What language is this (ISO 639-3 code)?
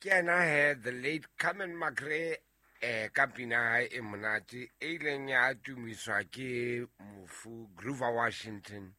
sot